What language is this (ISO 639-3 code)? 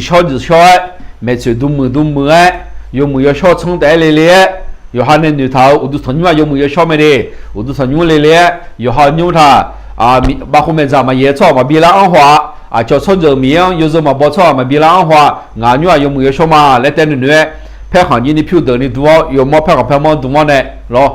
ahk